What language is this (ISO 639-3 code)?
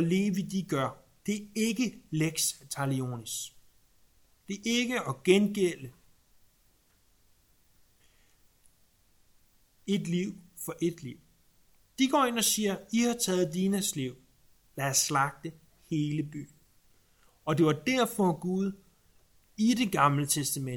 dan